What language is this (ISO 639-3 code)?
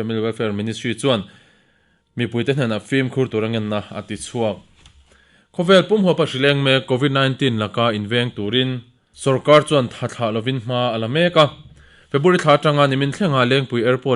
lus